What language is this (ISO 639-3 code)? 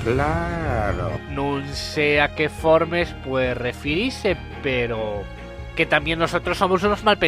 ast